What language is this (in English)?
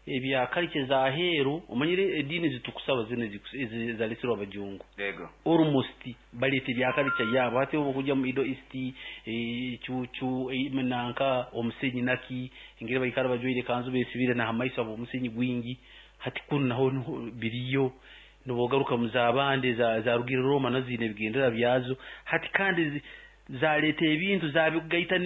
Nyoro